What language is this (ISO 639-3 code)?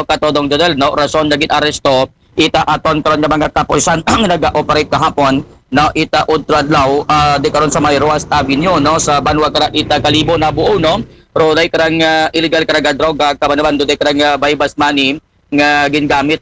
akl